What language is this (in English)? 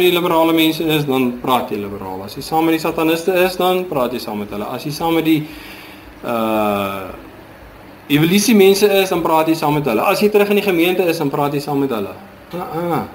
Afrikaans